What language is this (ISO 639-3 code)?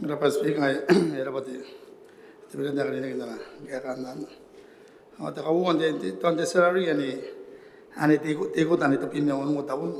gil